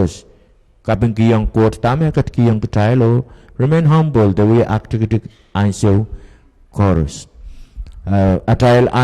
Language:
Pohnpeian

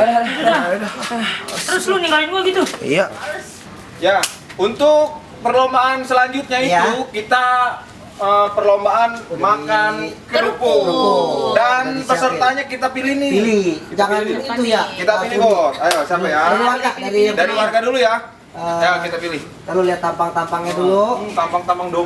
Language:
Betawi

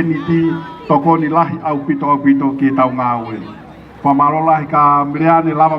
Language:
Tongan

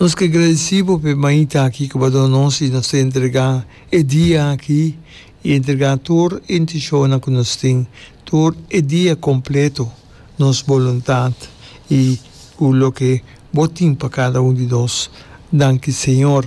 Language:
Papiamento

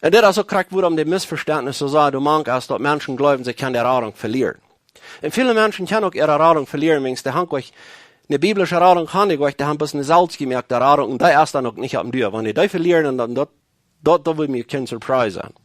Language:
Plautdietsch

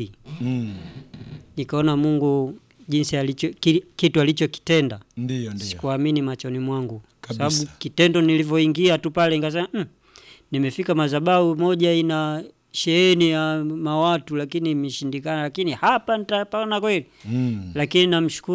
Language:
Swahili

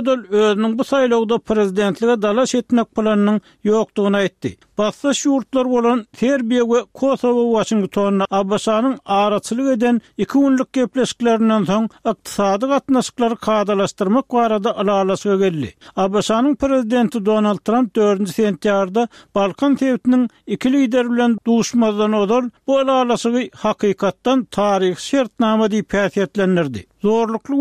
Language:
Turkmen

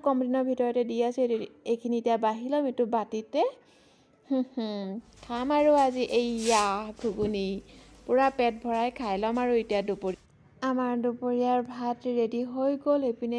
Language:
Assamese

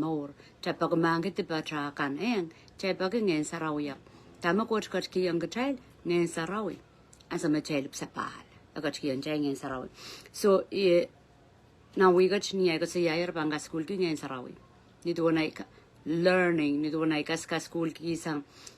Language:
Pohnpeian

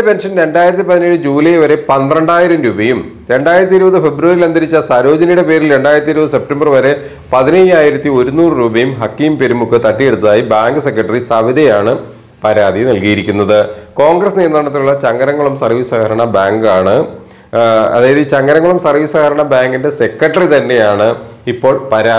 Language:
Malayalam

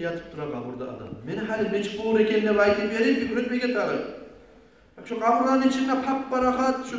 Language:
Kumyk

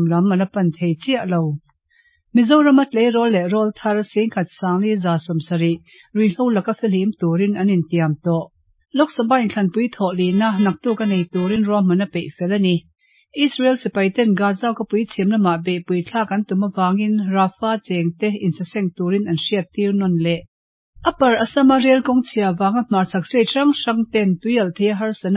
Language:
Mizo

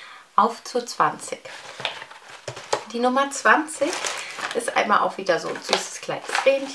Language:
German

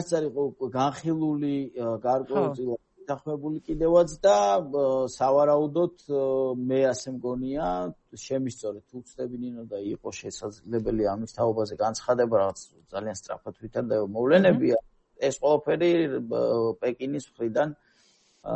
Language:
Georgian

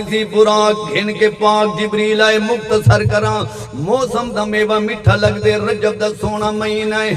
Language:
Saraiki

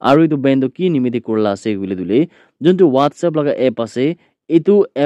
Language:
Naga Pidgin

